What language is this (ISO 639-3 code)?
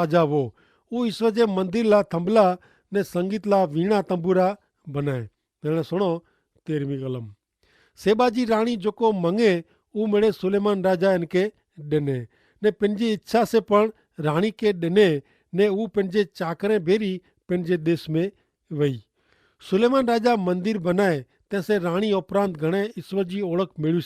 kfr